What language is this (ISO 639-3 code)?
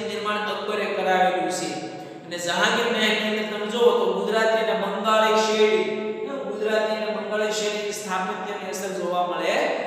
guj